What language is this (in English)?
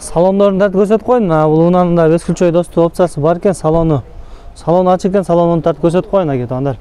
Kyrgyz